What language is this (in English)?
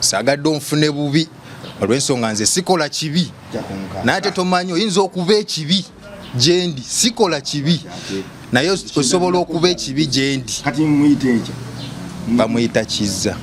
Ganda